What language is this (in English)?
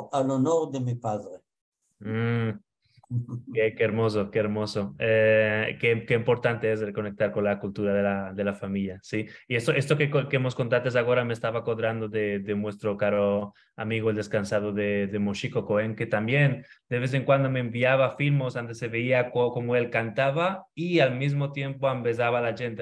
Ladino